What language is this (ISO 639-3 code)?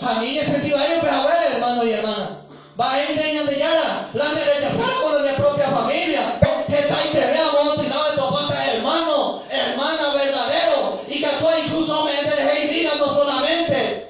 grn